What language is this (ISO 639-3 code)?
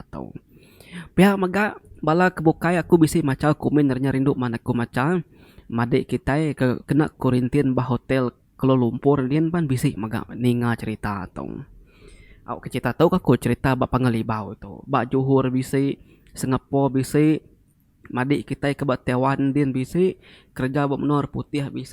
iba